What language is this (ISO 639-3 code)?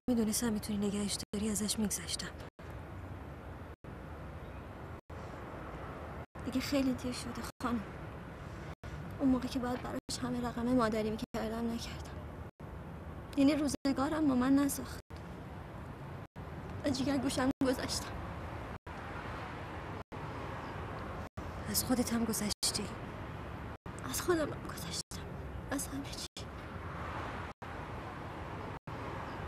fas